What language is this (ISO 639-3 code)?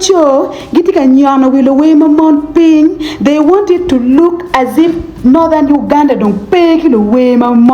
ach